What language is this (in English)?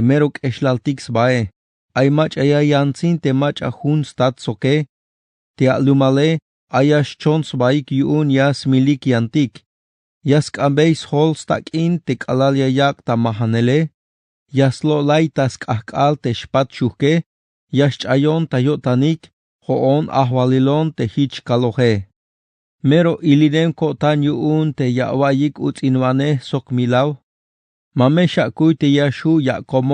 Tzeltal